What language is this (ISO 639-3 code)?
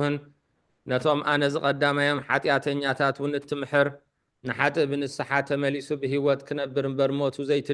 tir